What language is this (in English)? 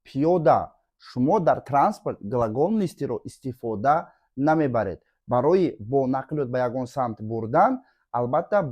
Tajik